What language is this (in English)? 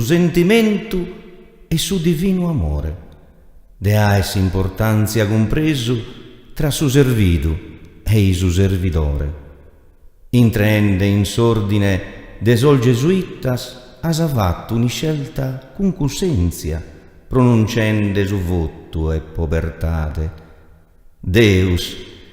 Sardinian